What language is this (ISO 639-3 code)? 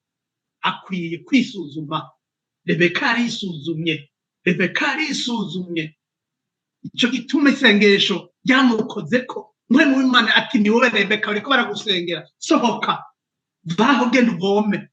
run